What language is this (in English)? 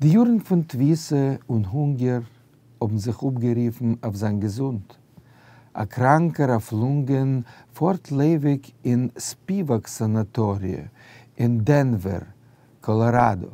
Yiddish